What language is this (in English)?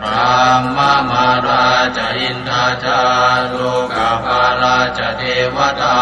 Pali